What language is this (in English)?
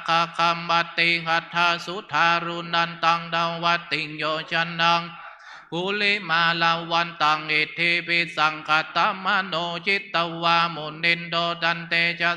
Pali